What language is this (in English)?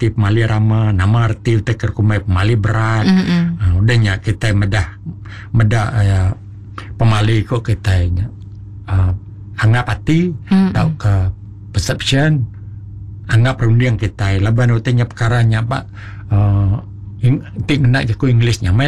Iban